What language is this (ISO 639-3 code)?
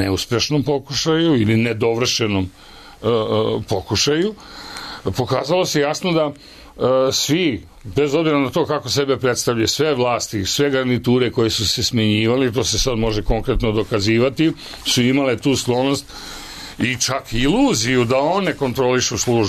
srp